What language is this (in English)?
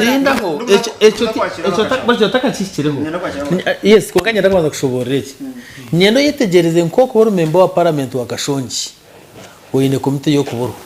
Nyankole